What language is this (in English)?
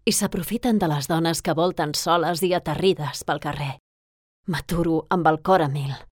Catalan